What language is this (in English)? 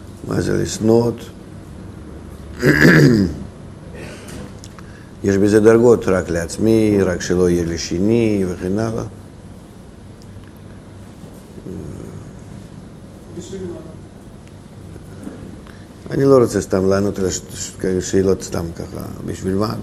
Hebrew